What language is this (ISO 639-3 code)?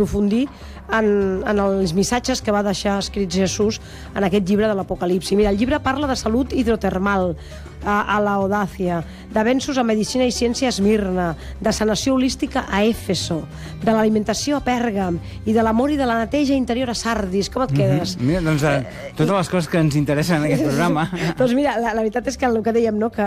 cat